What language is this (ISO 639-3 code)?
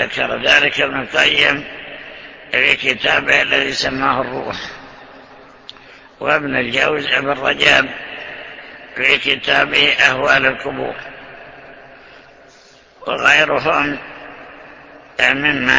ara